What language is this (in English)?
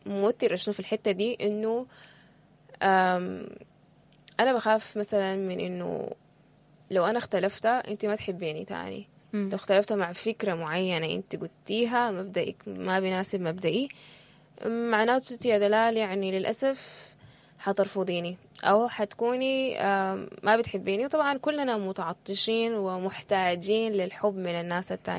Sudanese Arabic